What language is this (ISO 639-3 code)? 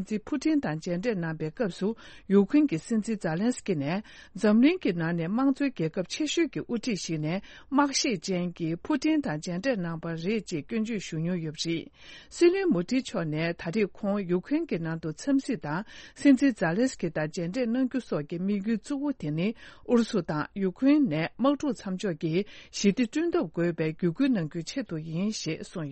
bod